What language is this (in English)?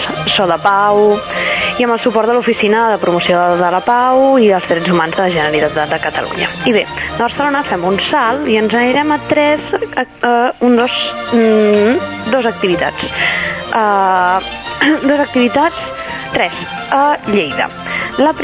Catalan